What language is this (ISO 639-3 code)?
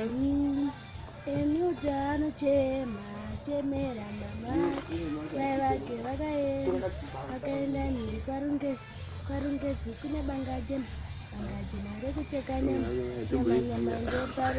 sna